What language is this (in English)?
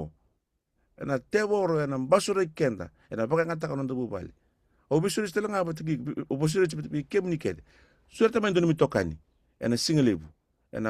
Fijian